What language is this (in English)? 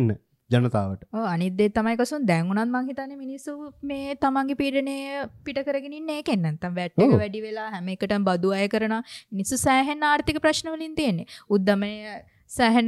Sinhala